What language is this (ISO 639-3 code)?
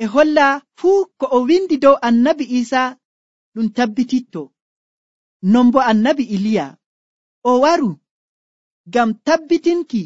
fuv